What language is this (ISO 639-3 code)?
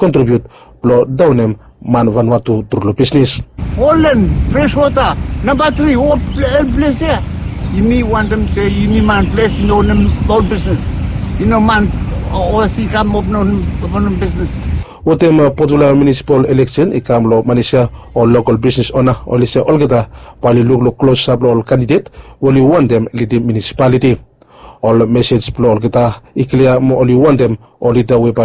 bis